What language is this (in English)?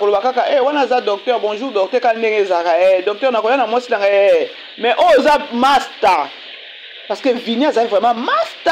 Lingala